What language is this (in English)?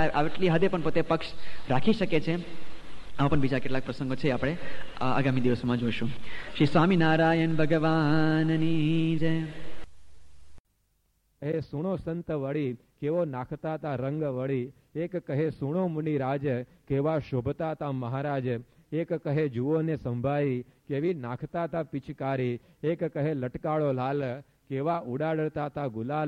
Gujarati